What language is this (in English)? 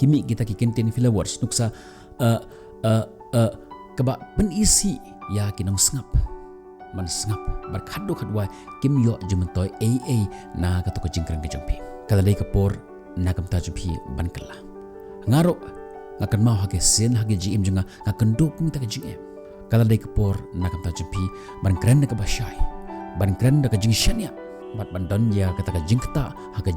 Khasi